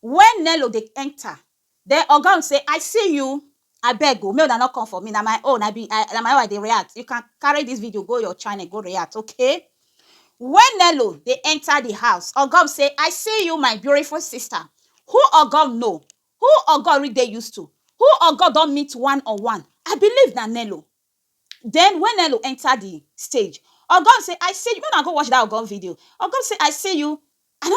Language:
Nigerian Pidgin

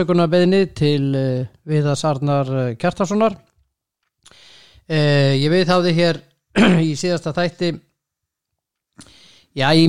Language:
Icelandic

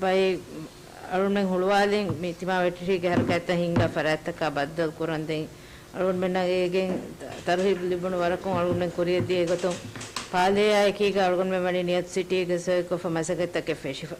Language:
Divehi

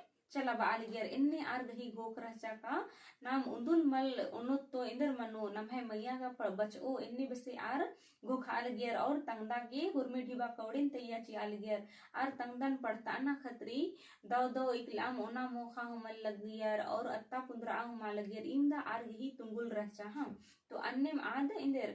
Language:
Kurukh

